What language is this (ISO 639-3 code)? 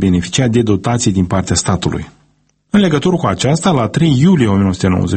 ron